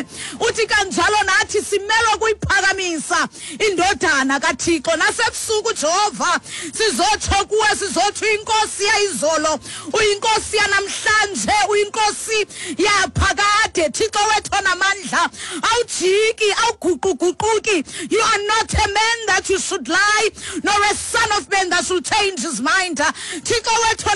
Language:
Xhosa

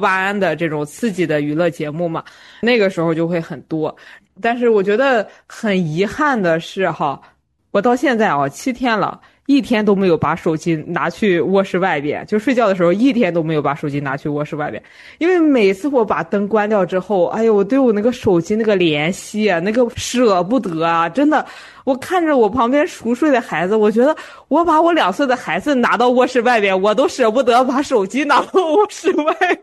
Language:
Chinese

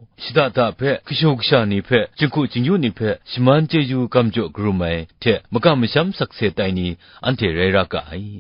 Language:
Kachin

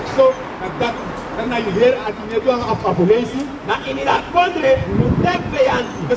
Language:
Sranan Tongo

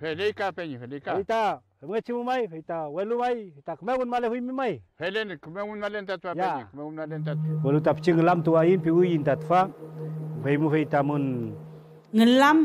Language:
Mapuche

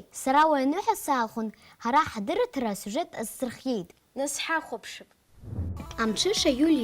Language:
Abkhazian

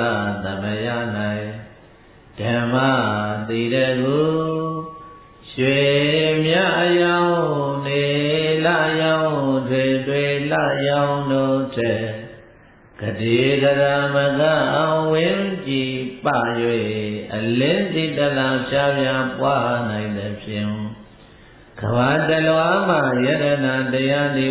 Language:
Burmese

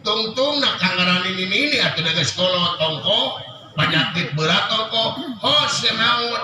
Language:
Sundanese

